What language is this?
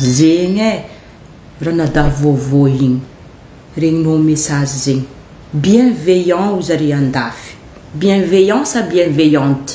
Malagasy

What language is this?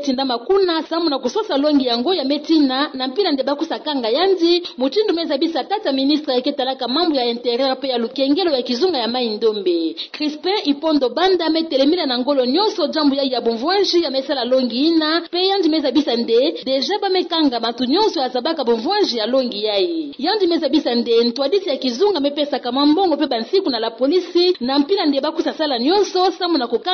Kituba (Democratic Republic of Congo)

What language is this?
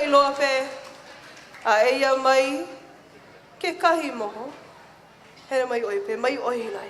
Hawaiian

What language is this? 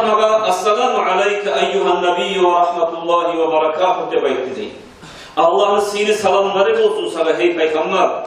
Kumyk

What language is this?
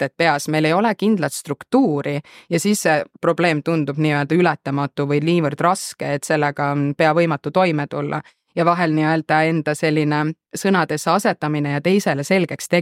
Estonian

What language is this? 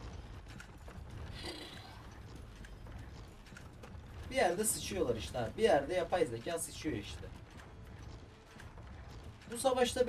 Turkish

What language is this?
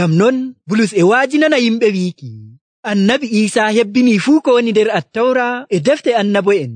Nigerian Fulfulde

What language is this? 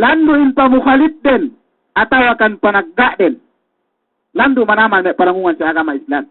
Yakan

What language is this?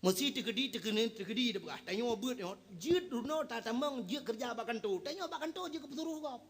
Achinese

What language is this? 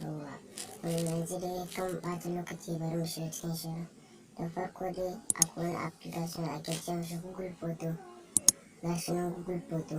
Hausa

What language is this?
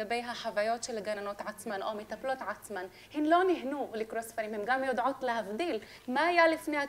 Hebrew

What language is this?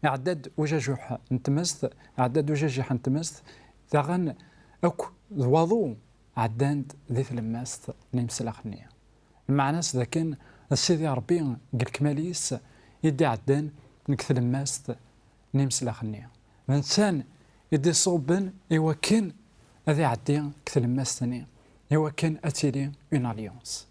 Kabyle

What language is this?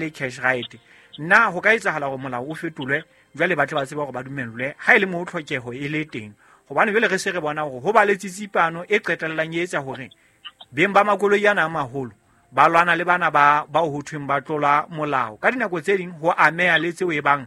Southern Sotho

